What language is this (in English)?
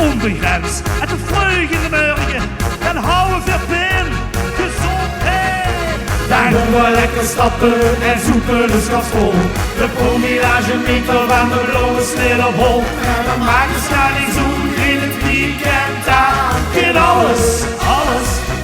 Limburgish